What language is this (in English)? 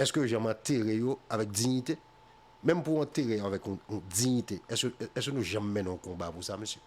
Haitian Creole